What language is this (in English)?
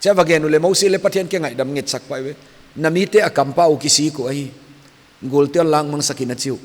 Paite Chin